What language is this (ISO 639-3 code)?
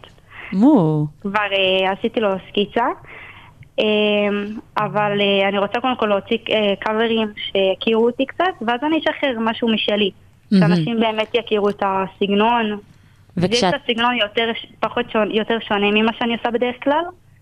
heb